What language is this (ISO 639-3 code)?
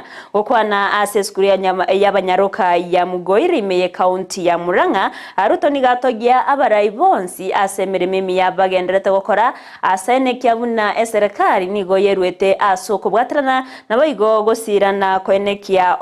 guz